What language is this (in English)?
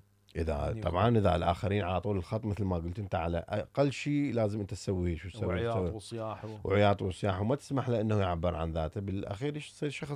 Mesopotamian Arabic